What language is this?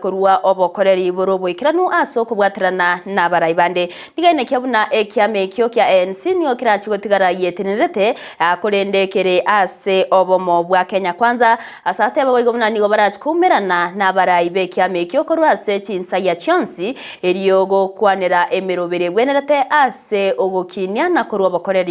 Gusii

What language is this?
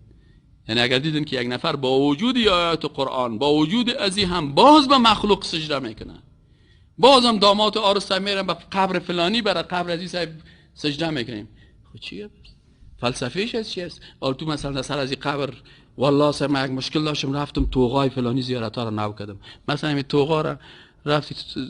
Persian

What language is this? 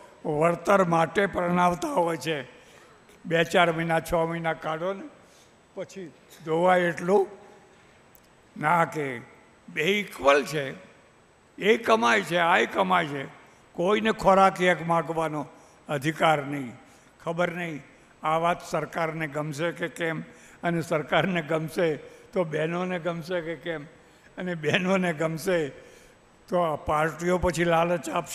Gujarati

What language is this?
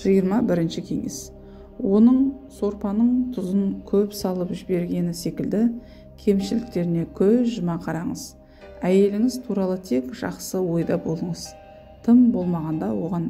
Kazakh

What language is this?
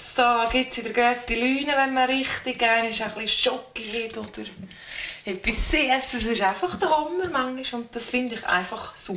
Swiss German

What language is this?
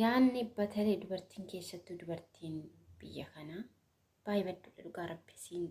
Oromo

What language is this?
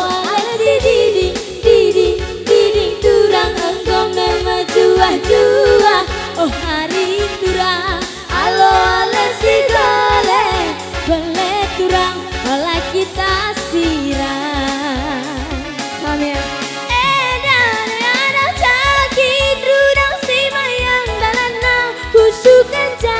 Batak Karo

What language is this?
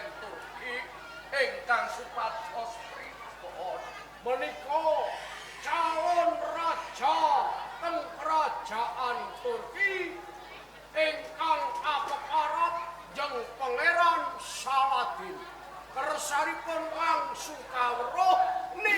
Javanese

